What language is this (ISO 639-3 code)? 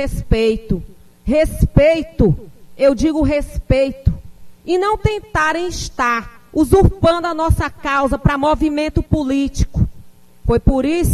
por